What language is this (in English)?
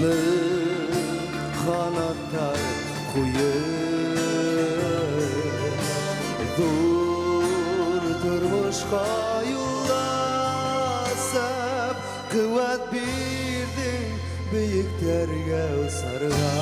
Bashkir